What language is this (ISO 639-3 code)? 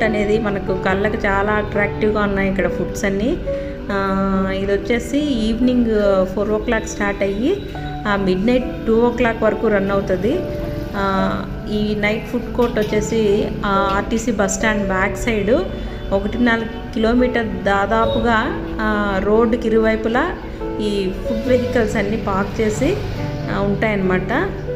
tel